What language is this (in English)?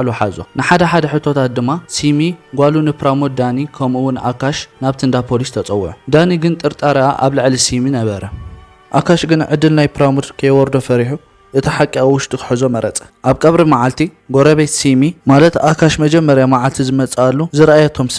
Tigrinya